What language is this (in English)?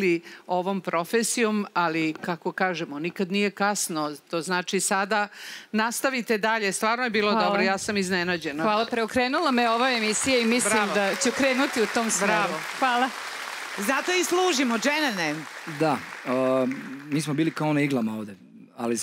Serbian